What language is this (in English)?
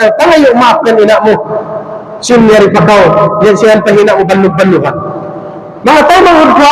Tausug